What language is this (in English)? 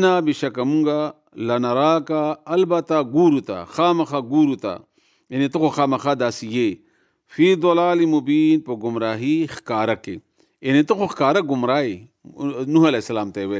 Pashto